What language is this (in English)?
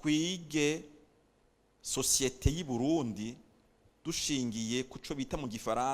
Rundi